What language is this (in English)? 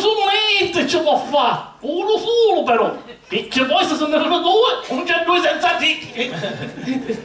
Sicilian